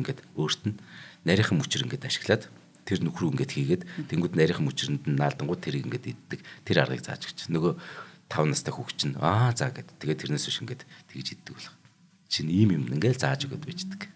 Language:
Mongolian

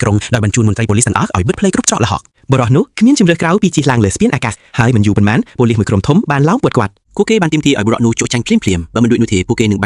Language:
Khmer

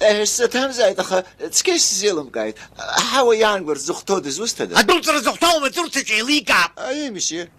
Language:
Abkhazian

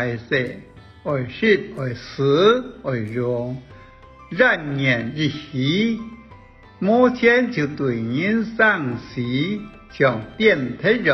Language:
Hakka Chinese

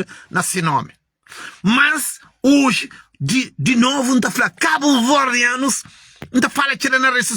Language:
Kabuverdianu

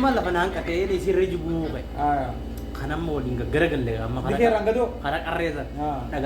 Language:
Oromo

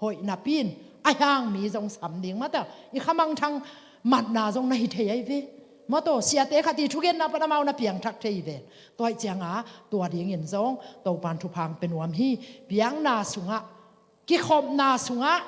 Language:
Tedim Chin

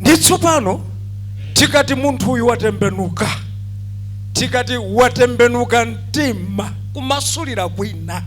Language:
Nyanja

